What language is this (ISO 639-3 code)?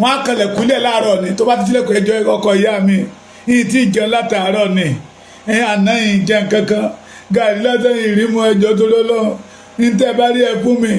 yor